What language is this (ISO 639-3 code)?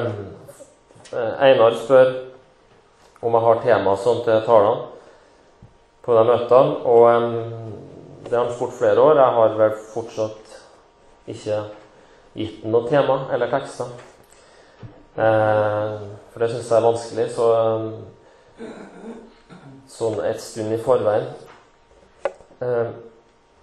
nor